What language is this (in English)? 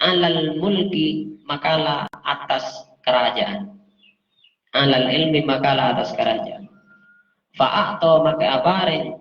Madurese